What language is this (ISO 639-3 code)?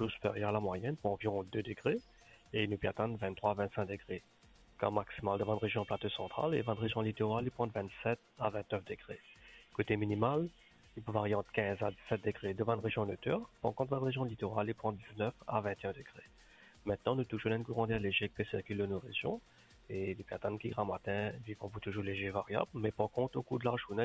mfe